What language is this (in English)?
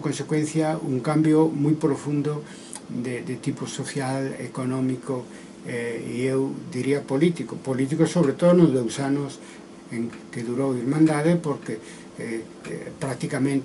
Galician